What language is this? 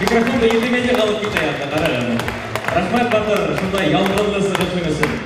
Bashkir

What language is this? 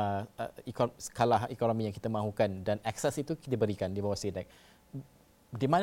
Malay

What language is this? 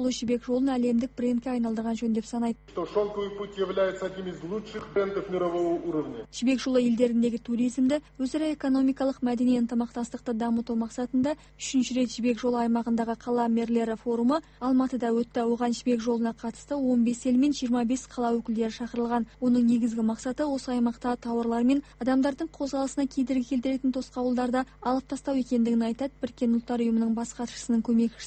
Kazakh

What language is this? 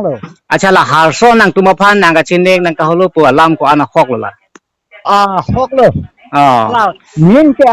Karbi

